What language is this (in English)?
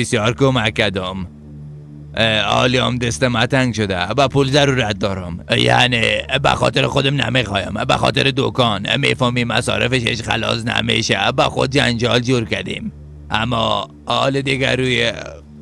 Persian